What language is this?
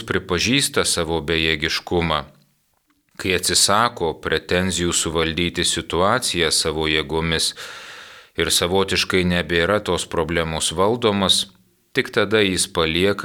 Lithuanian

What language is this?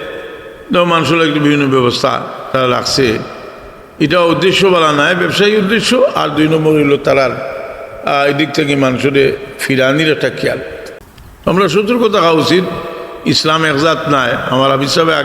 Sylheti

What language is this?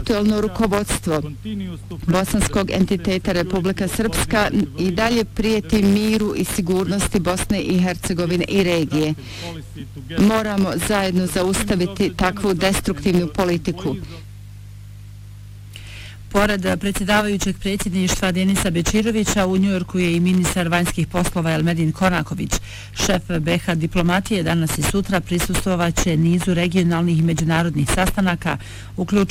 Bosnian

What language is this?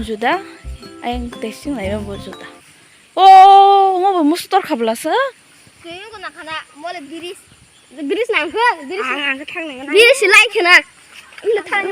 Kok Borok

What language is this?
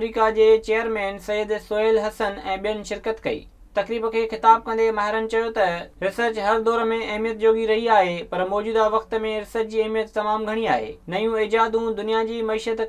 Sindhi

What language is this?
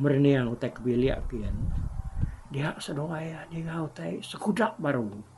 Iban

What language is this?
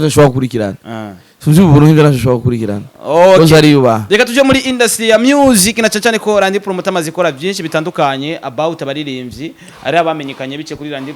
Rundi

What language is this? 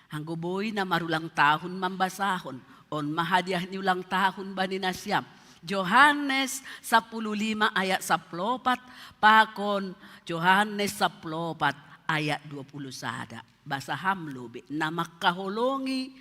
Batak Simalungun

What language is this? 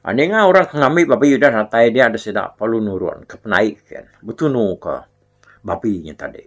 Iban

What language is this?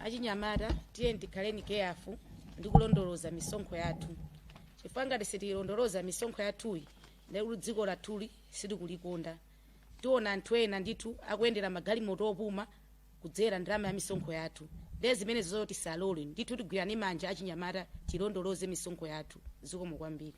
Nyanja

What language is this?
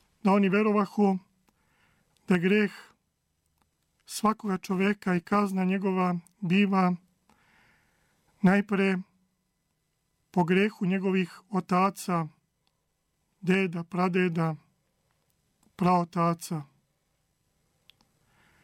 Serbian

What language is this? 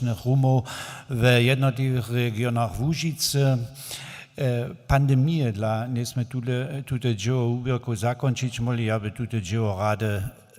Upper Sorbian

